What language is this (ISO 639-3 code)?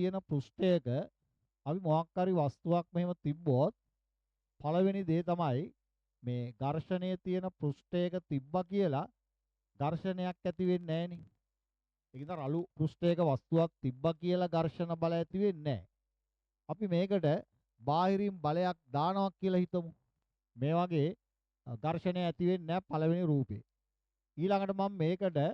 sin